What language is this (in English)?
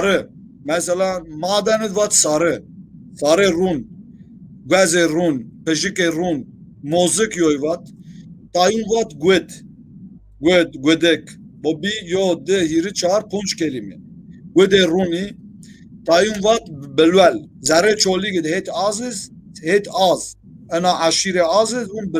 Zaza